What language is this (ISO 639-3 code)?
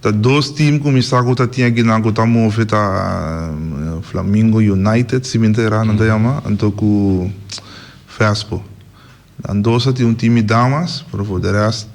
pap